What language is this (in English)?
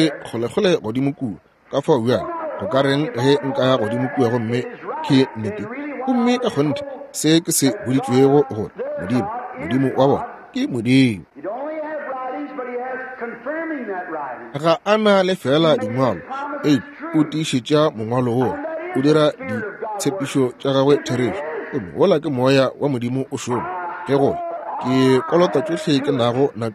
Northern Sotho